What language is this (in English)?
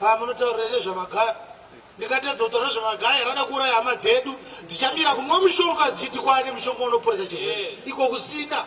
Shona